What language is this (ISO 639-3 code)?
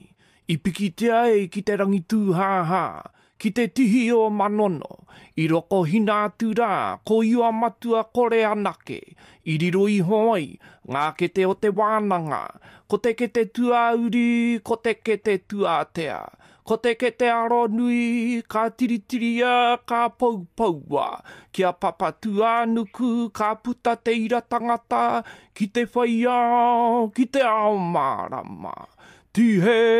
mri